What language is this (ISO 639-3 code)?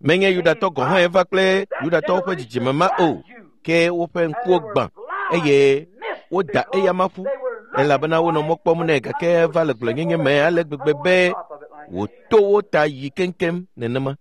ewe